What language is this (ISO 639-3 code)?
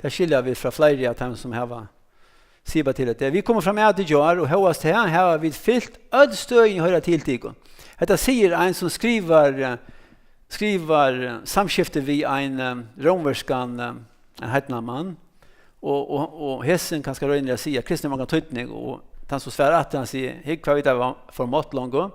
fao